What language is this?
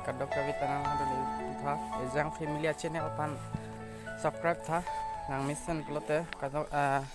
Karbi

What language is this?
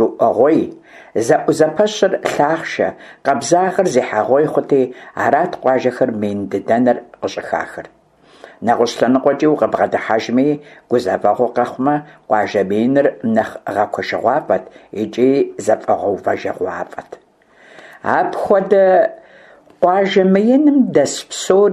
Kabardian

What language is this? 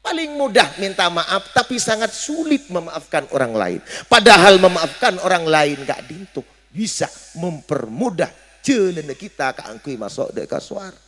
Madurese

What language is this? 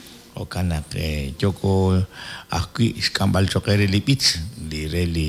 Kekchí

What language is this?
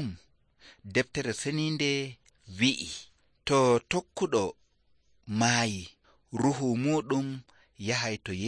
Nigerian Fulfulde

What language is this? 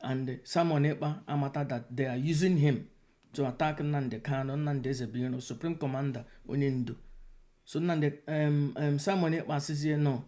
Igbo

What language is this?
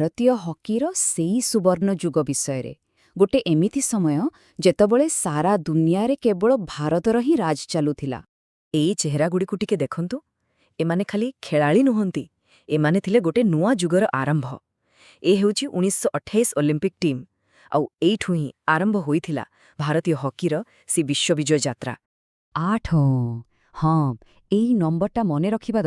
Odia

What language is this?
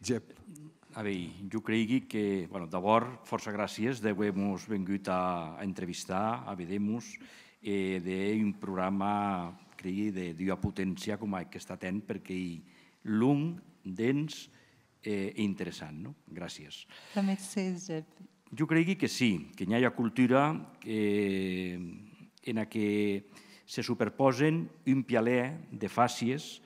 Occitan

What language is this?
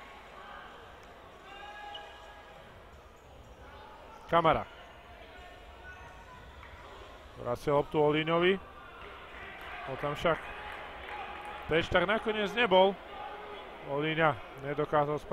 Slovak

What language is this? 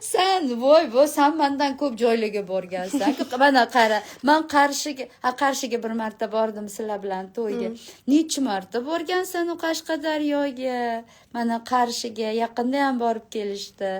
Uzbek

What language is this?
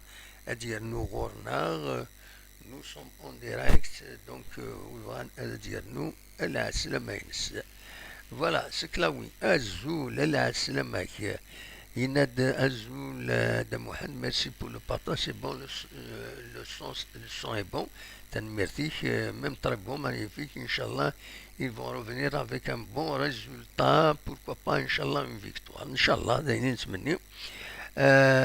Kabyle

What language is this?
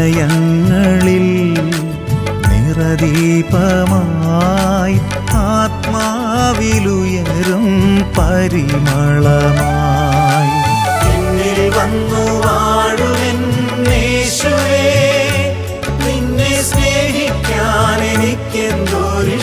Malayalam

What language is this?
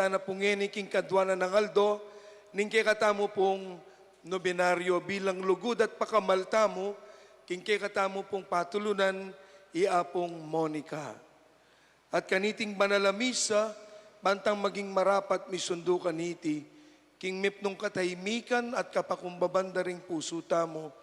Pampanga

